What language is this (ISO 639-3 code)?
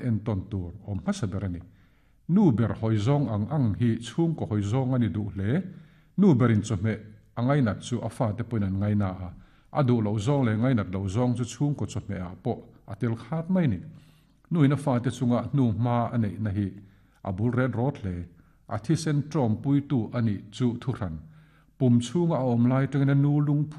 lus